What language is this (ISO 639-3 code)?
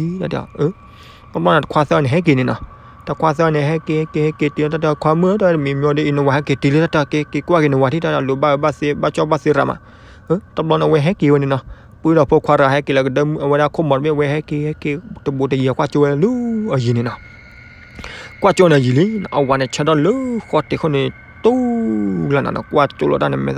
ksw